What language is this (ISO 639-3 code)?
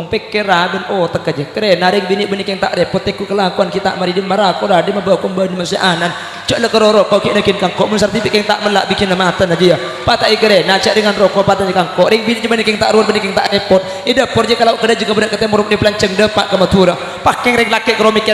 mad